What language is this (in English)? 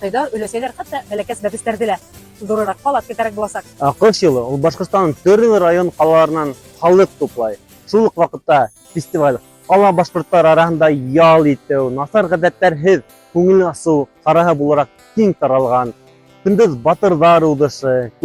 Bashkir